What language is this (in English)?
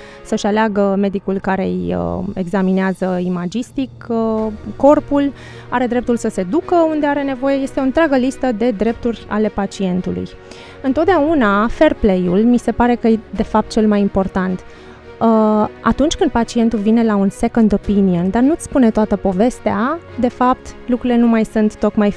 Romanian